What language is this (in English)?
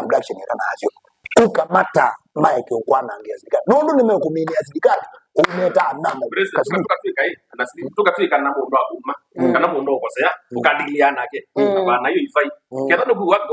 Kamba